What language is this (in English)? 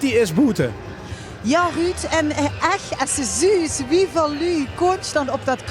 Limburgish